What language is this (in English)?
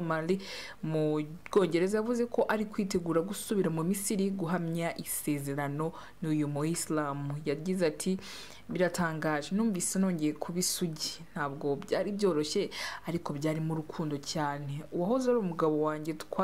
Kinyarwanda